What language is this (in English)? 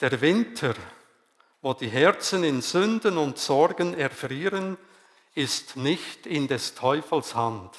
Swiss German